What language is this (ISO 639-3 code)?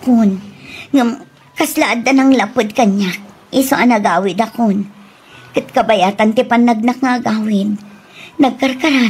ilo